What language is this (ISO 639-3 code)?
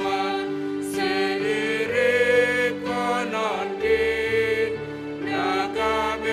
bts